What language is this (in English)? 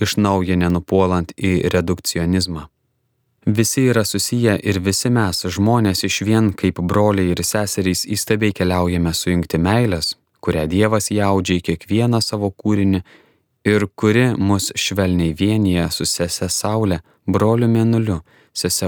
Lithuanian